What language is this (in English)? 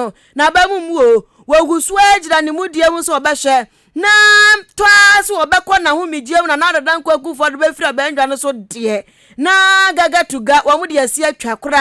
Akan